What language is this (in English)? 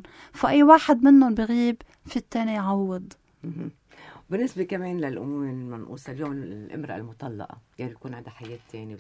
North Levantine Arabic